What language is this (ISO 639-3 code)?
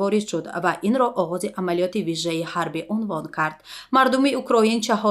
tgk